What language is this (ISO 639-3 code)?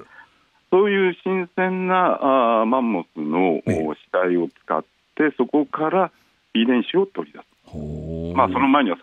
jpn